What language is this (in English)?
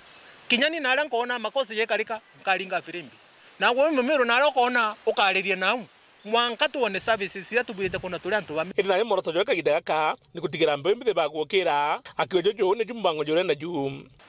Meru